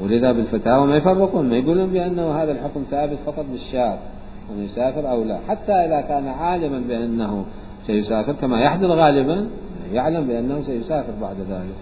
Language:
Mesopotamian Arabic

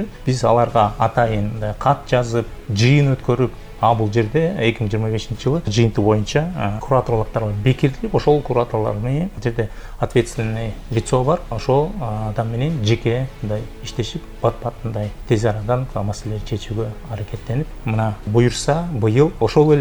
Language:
Kyrgyz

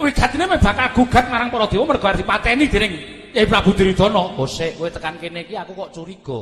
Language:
Javanese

